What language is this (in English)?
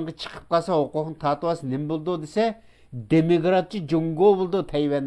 Uyghur